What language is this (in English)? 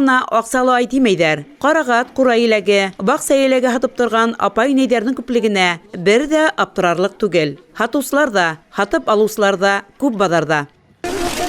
Bashkir